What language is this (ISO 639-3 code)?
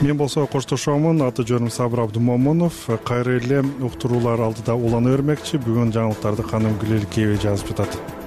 kir